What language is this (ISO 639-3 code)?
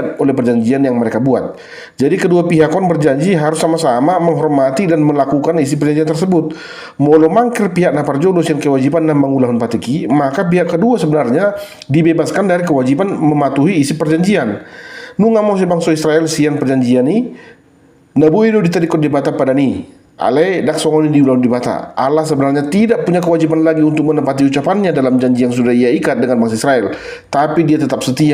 bbc